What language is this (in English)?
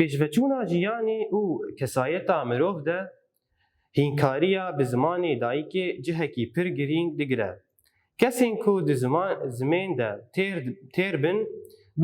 Kurdish